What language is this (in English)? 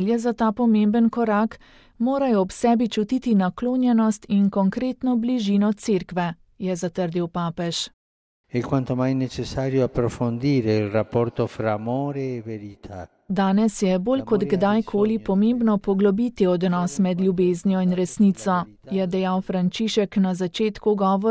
Slovenian